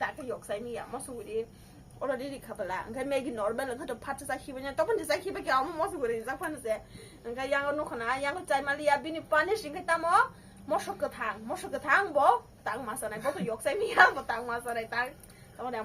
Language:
Kok Borok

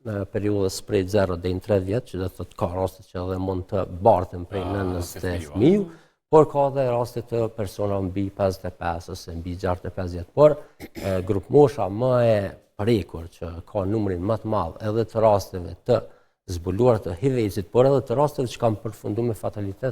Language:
Albanian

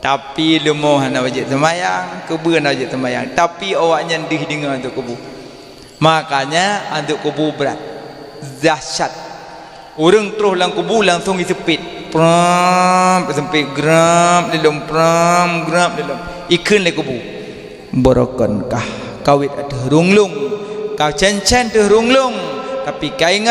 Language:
Achinese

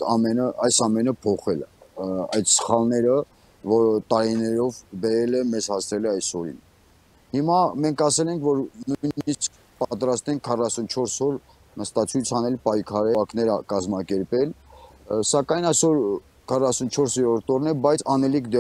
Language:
Armenian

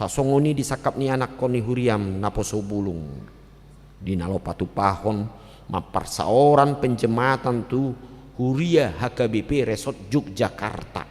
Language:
Batak Toba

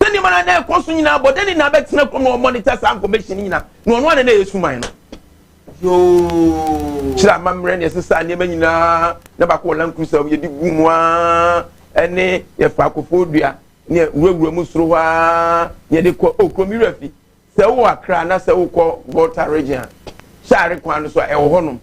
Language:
Akan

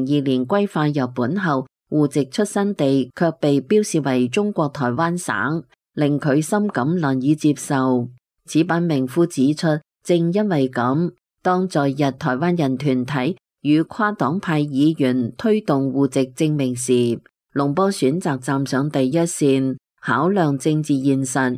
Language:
Cantonese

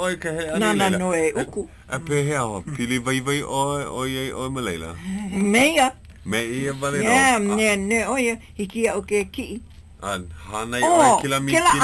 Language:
Hawaiian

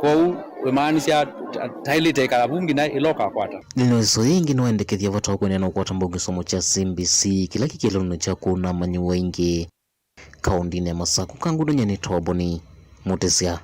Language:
Kamba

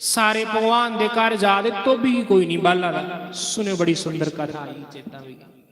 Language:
Dogri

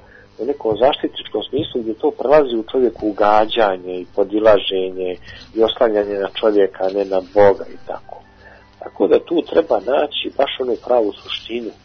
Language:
Bosnian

